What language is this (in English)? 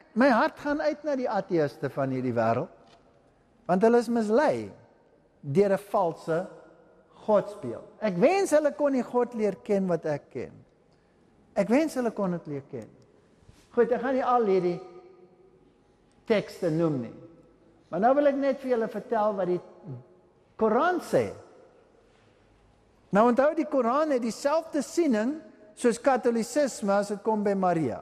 Afrikaans